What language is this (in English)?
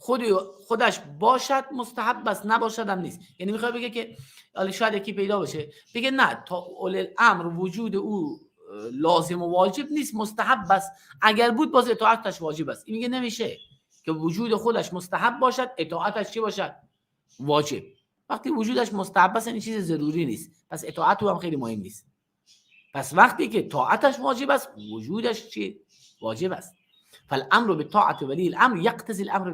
Persian